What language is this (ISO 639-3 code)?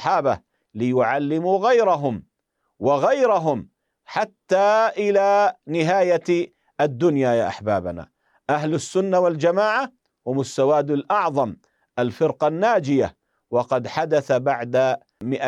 ara